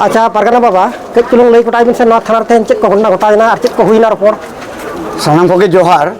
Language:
Santali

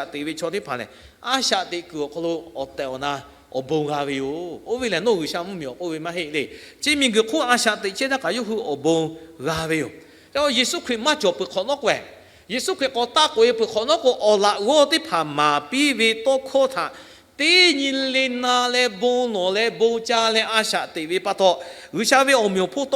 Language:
Lahu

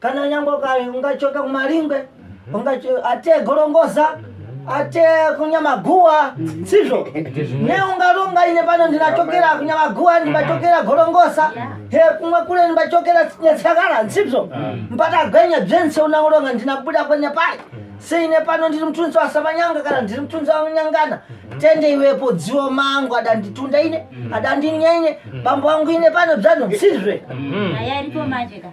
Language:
Shona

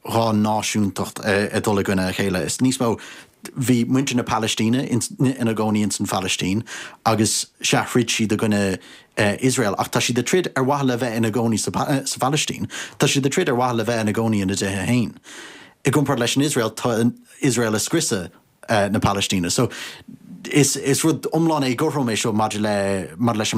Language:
Irish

